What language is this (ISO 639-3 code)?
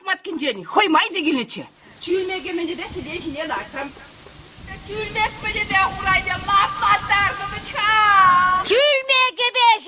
chv